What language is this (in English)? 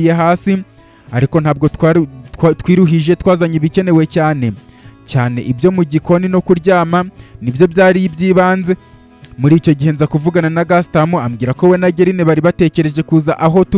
Kinyarwanda